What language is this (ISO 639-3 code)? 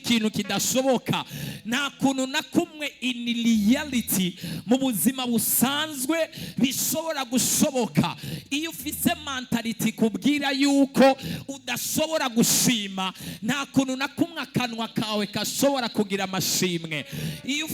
run